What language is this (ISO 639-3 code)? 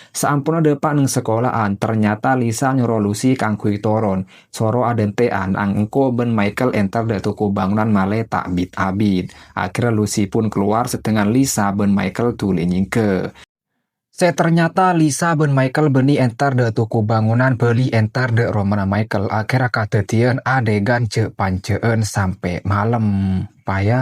mad